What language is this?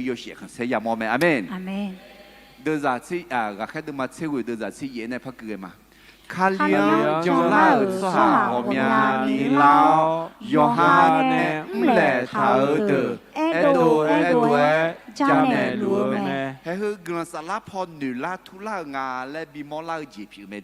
Akha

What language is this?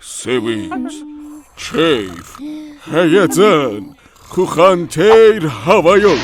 South Azerbaijani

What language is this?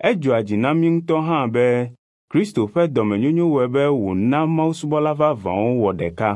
Ewe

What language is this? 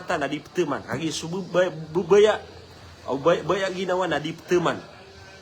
Maranao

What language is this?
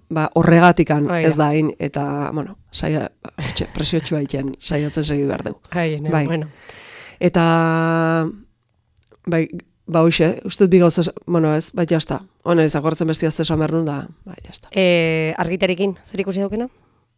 Basque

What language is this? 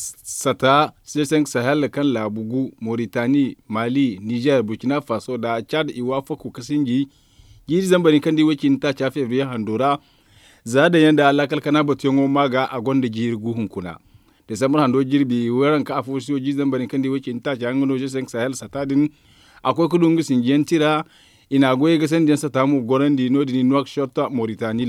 Zarma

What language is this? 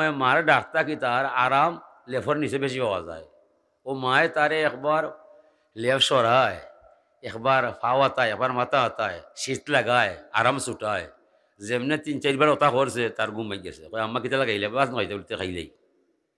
Sylheti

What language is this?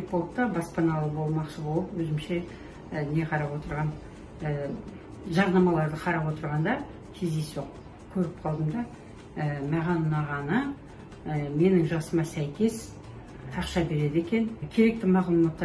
Kazakh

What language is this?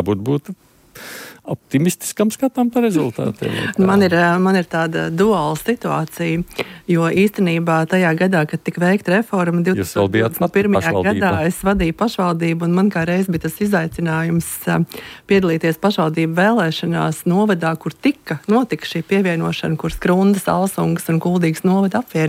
Latvian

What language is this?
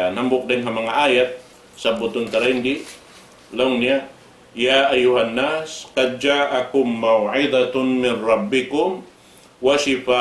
Tausug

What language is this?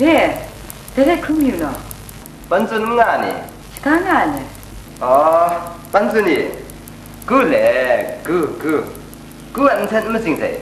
Kachin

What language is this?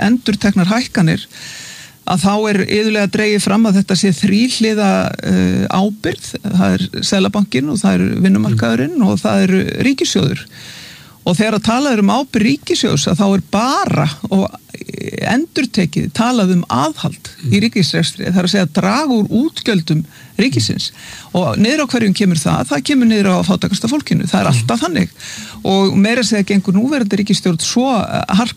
Icelandic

